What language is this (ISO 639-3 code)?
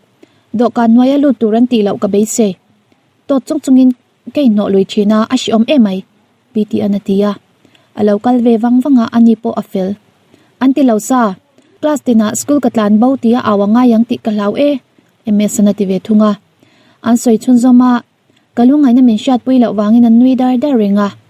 lus